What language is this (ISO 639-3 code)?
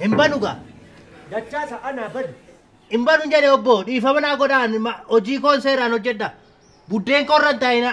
orm